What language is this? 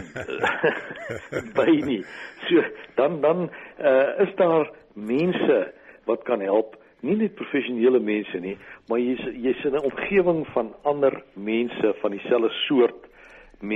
Afrikaans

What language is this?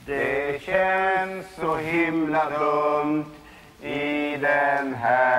Swedish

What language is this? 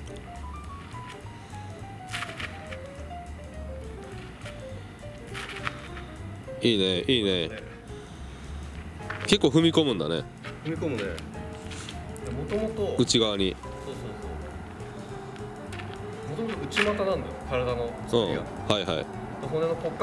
Japanese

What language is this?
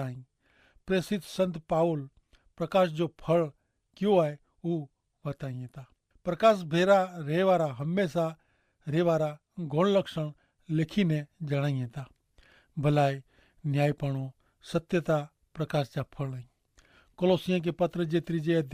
Kachhi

